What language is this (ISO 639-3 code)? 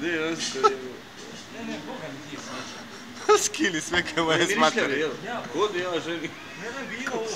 bos